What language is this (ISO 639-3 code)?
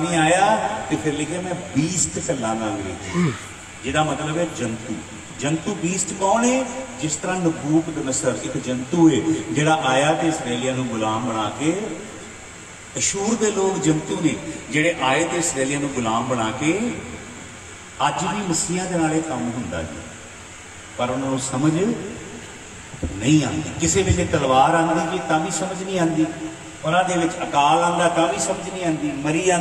pan